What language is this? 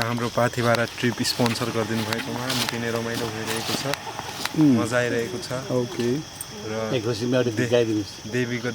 Nepali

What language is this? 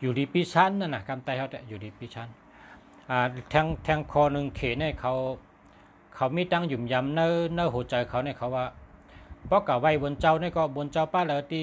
Shan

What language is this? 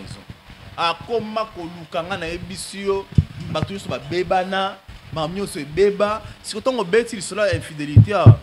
Lingala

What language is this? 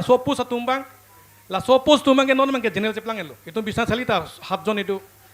Karbi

